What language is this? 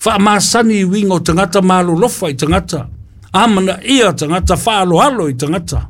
Samoan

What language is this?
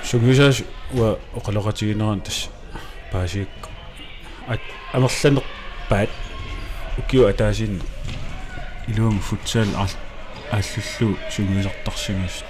Kalaallisut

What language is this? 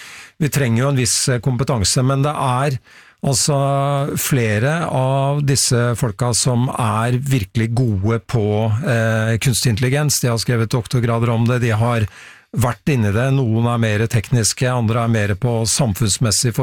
Norwegian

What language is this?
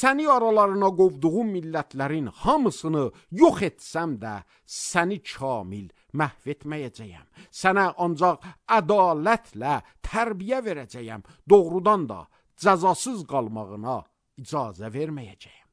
Azerbaijani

